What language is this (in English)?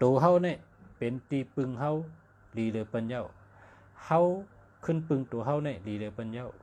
Shan